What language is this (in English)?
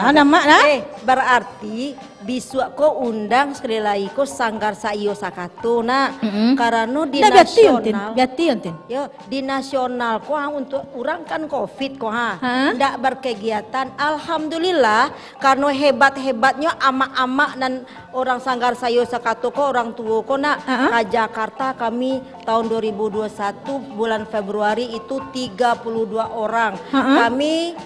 Minangkabau